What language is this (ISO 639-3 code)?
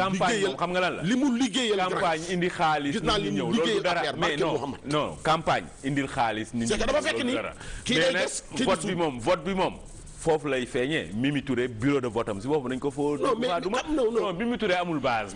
wol